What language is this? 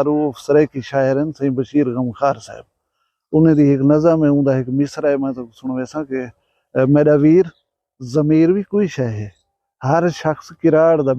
Saraiki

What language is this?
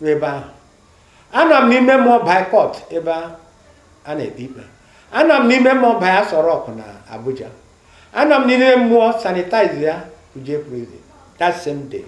Igbo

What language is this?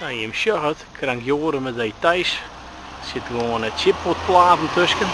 Western Frisian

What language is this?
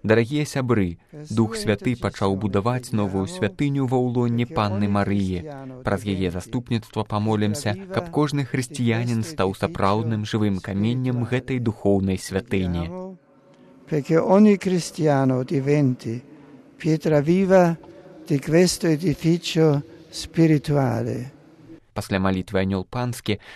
Belarusian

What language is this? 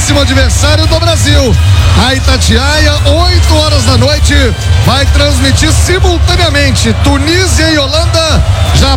Portuguese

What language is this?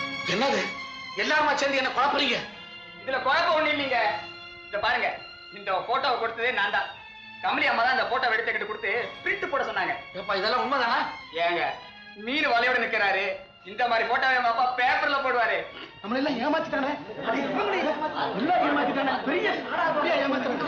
Tamil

